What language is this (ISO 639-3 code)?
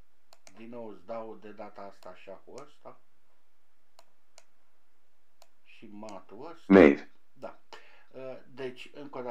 ron